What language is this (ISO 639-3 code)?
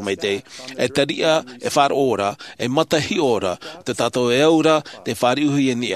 tah